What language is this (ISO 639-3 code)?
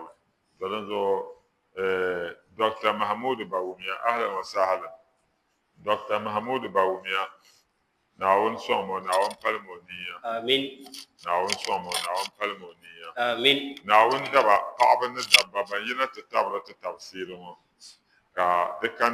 dag